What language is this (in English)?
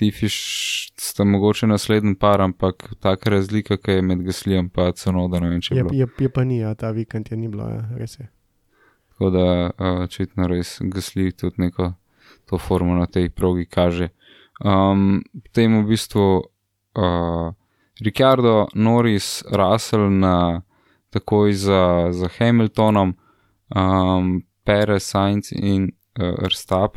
Slovenian